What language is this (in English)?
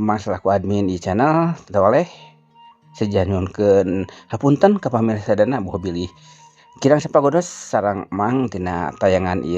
Sundanese